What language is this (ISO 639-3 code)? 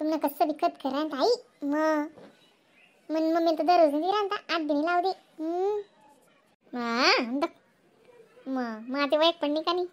khn